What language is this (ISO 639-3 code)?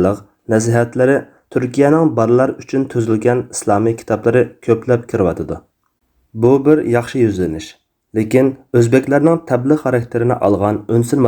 uig